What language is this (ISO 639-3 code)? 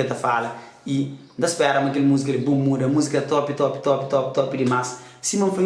kea